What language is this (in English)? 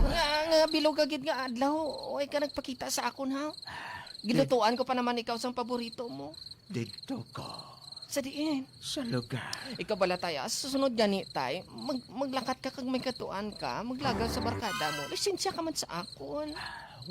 Hiligaynon